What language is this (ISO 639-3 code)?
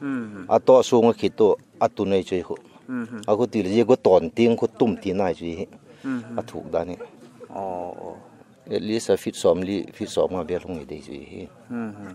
pck